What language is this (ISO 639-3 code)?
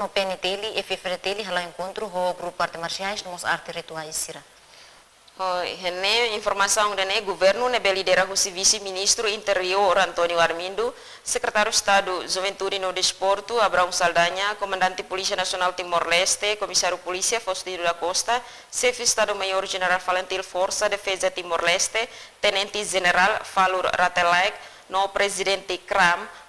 tet